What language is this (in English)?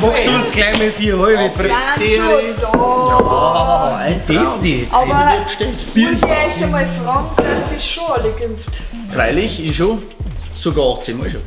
Bavarian